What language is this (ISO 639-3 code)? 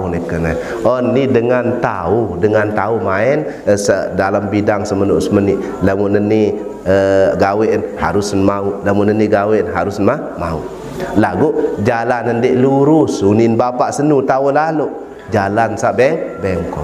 sas